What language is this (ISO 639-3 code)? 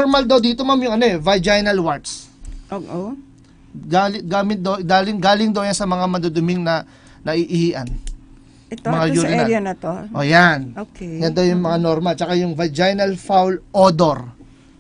fil